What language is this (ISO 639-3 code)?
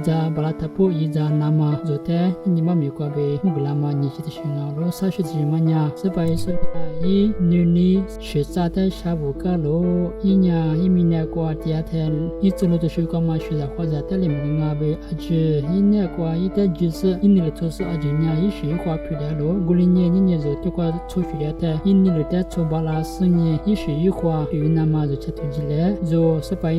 lis